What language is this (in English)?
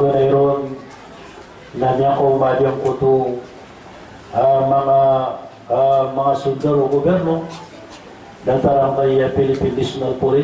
Maranao